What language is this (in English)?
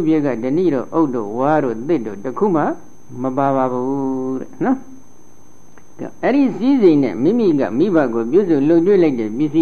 Burmese